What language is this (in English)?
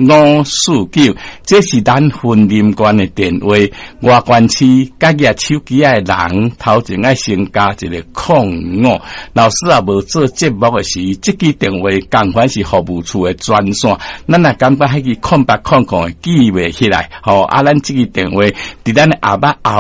Min Nan Chinese